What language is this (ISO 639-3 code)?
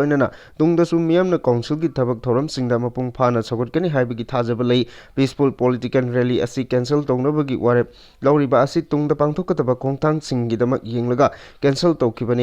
mni